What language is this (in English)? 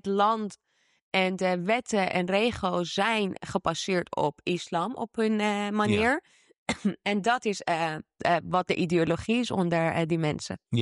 Dutch